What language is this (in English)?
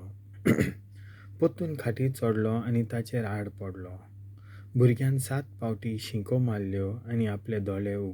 Konkani